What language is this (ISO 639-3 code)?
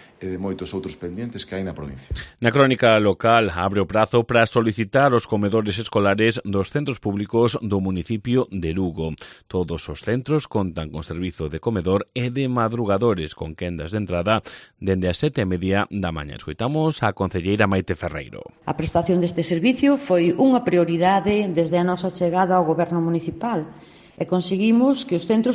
glg